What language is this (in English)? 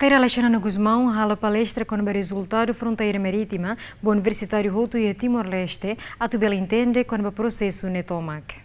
Tetum